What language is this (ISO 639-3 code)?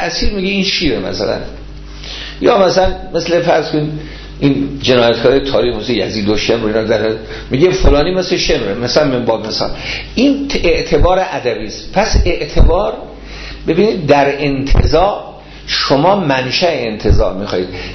fas